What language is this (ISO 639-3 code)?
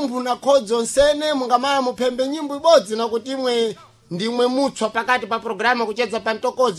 seh